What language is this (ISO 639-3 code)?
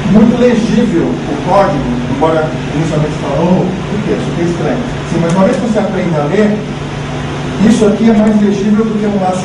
por